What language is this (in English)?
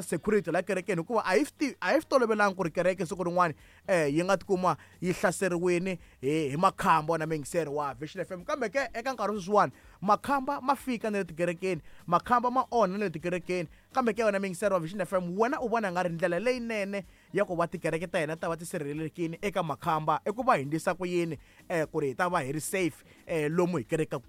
Tsonga